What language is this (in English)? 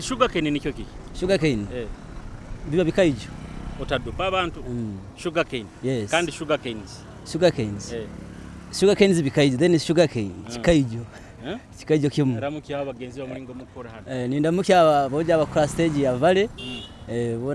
Nyoro